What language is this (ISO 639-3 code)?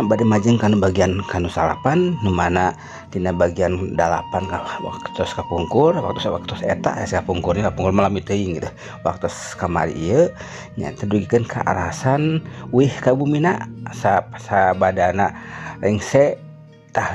sun